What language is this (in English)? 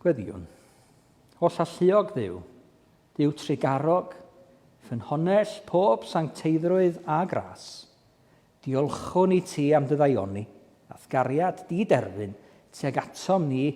Welsh